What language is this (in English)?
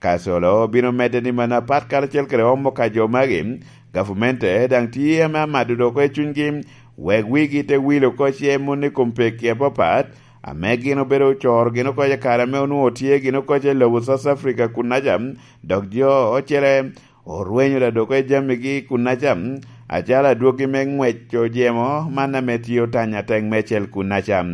Lango (Uganda)